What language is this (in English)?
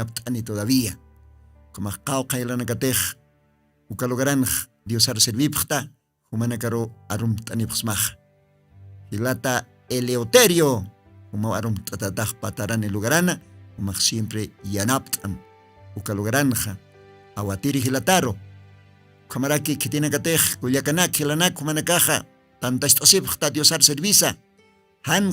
Aymara